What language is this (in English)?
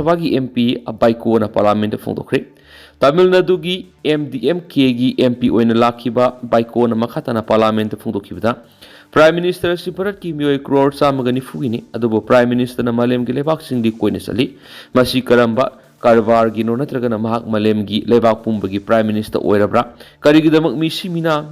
Manipuri